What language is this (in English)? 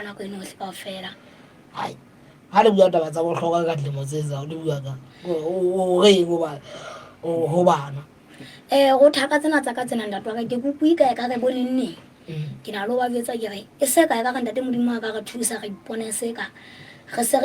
Southern Sotho